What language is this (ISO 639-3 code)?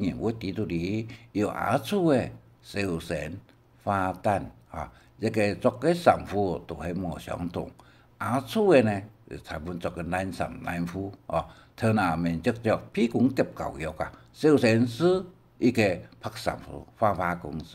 hak